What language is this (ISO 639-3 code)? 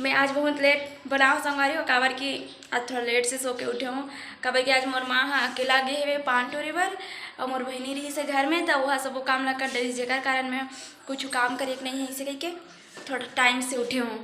hne